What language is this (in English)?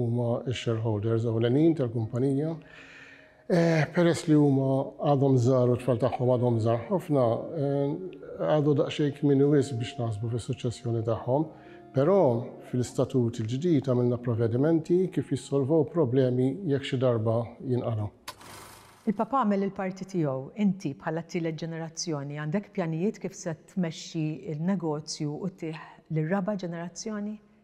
Maltese